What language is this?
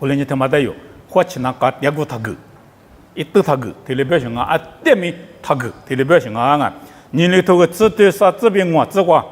Lisu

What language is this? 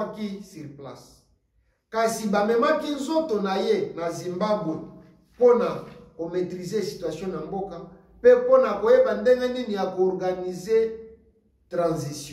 Lingala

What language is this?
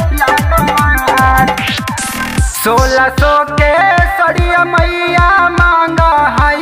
Magahi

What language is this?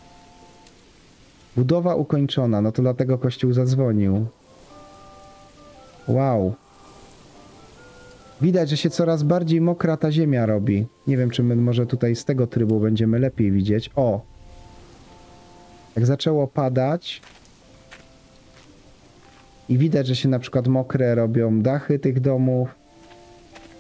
Polish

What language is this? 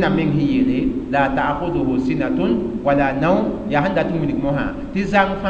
Mossi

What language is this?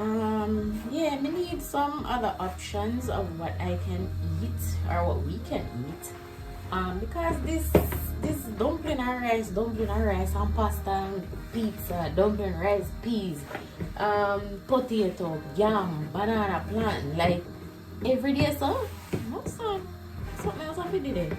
Jamaican Creole English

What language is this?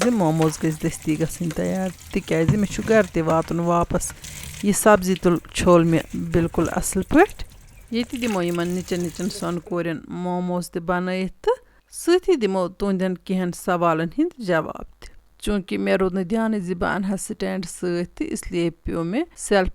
Kashmiri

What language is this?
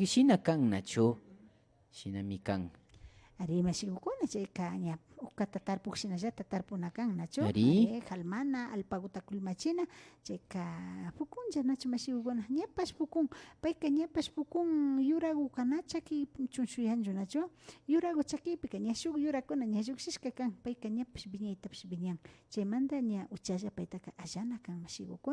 Imbabura Highland Quichua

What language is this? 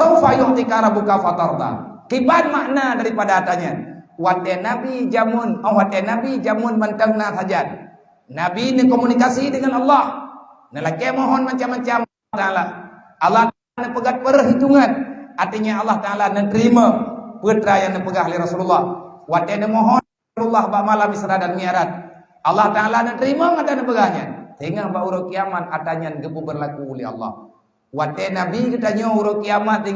Achinese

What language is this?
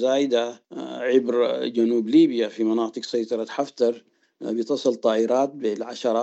Sudanese Arabic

